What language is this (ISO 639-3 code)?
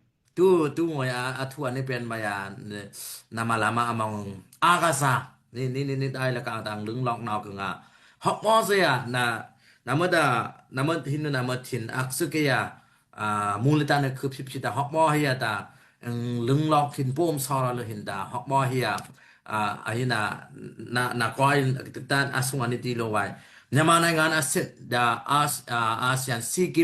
dao